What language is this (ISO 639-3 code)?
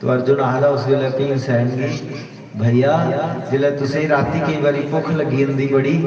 doi